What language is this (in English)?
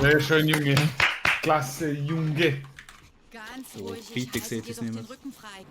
Swiss German